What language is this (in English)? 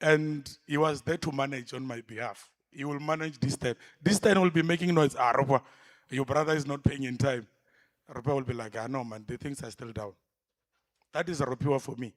Venda